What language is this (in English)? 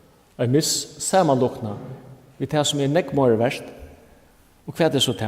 Faroese